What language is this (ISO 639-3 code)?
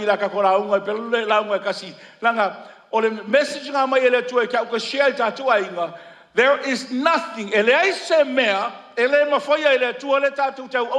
smo